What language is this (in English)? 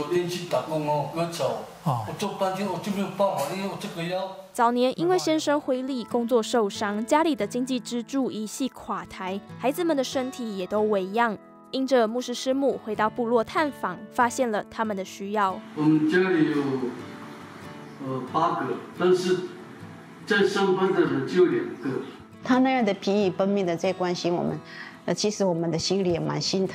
Chinese